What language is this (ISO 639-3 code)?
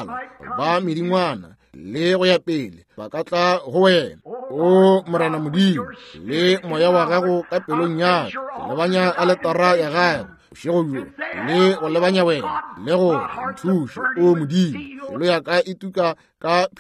nso